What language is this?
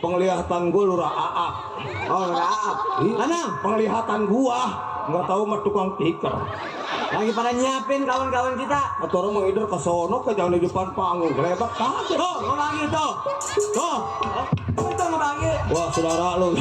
Betawi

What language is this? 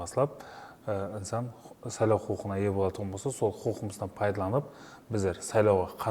Kara-Kalpak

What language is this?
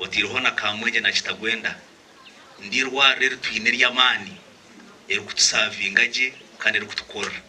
Nyankole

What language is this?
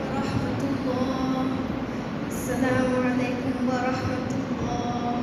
Divehi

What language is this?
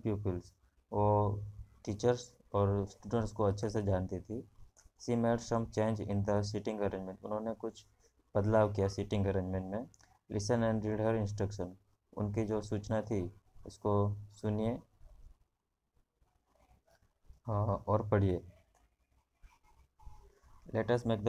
Hindi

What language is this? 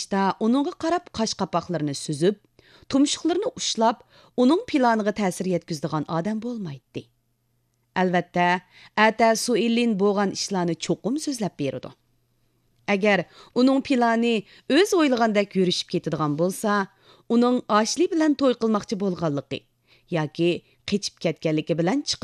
Uyghur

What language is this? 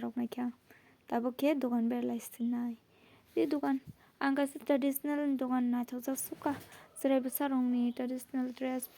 Kok Borok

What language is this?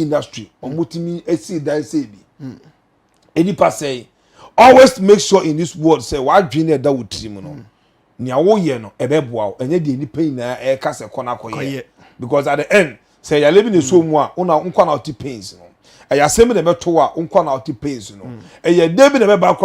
Akan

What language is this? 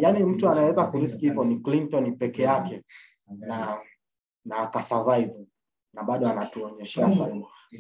Swahili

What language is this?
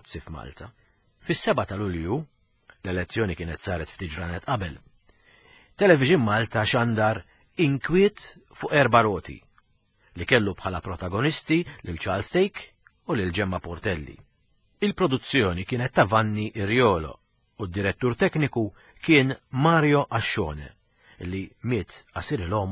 Maltese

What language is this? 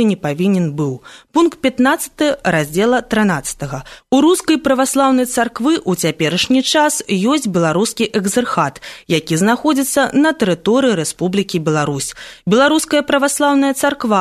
Belarusian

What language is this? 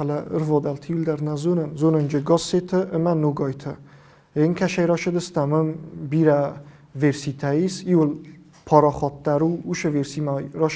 Ossetic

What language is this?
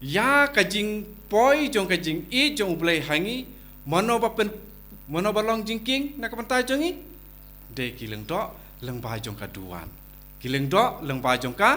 Khasi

